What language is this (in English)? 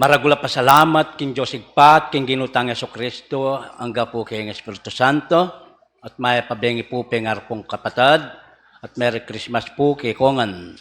Pampanga